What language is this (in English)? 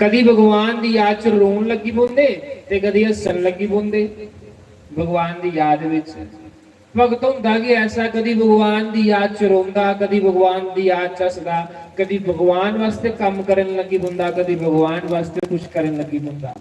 Dogri